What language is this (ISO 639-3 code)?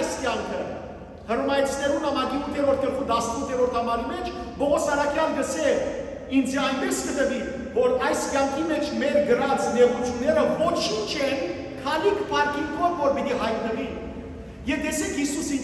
hyw